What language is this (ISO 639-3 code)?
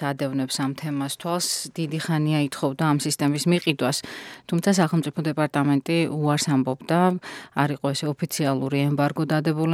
kat